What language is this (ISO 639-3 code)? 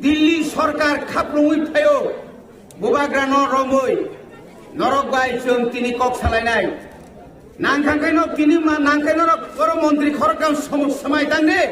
trp